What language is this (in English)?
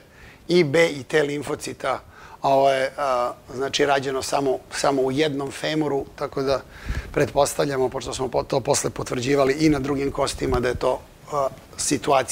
Serbian